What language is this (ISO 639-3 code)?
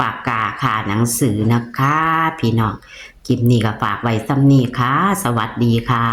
tts